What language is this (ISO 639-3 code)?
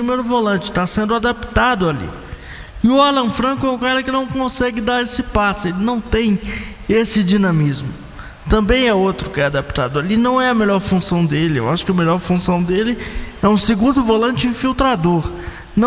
por